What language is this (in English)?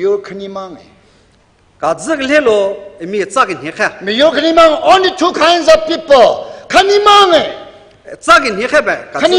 Tangkhul Naga (India)